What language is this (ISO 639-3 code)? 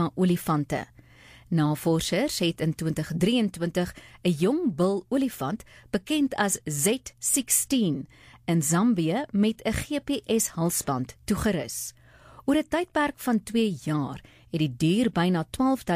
afr